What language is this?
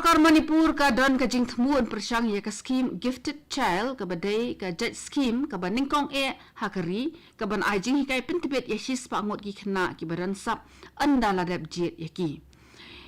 Khasi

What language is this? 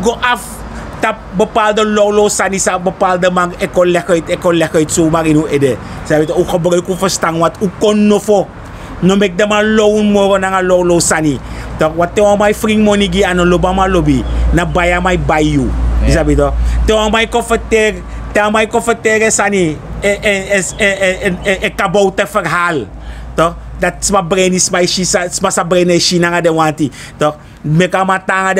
Sranan Tongo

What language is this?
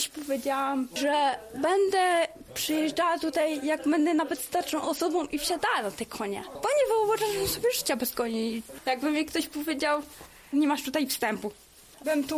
Polish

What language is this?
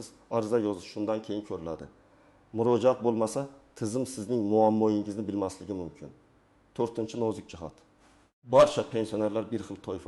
Uzbek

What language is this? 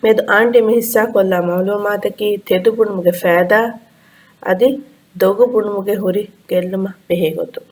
Divehi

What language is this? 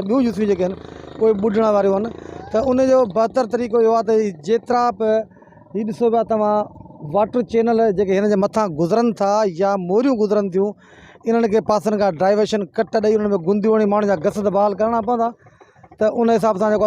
Sindhi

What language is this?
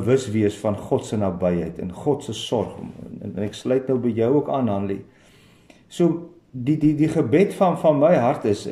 Afrikaans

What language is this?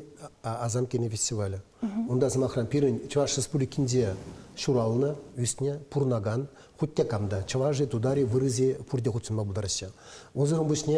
Chuvash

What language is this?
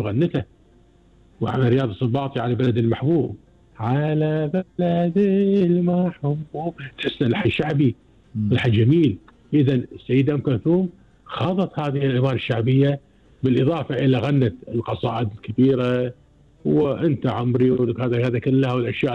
Gulf Arabic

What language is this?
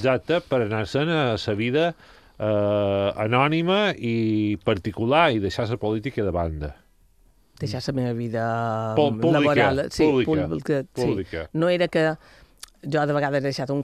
Catalan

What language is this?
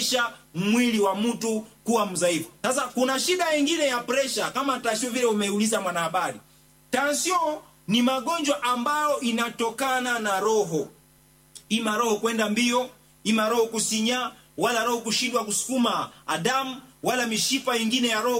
Swahili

